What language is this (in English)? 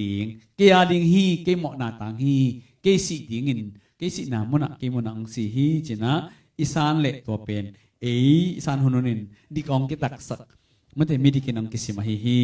Tedim Chin